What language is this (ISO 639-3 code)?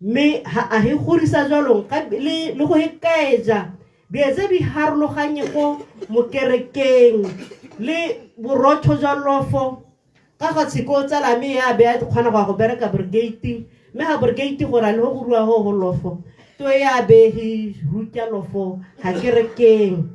tsn